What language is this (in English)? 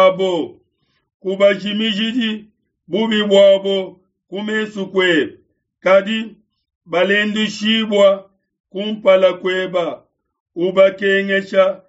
Luba-Lulua